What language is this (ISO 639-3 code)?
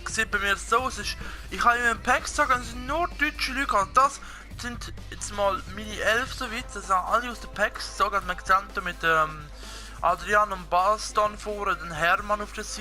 gsw